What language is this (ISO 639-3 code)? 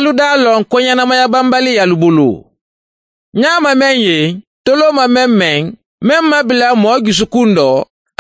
man